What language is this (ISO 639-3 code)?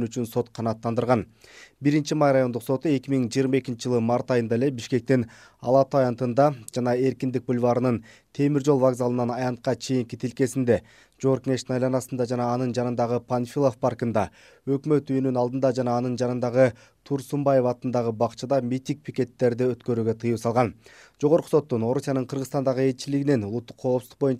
kir